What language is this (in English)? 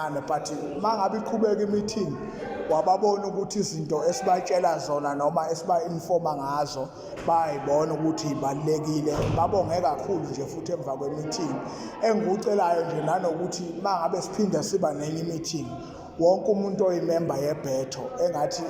Zulu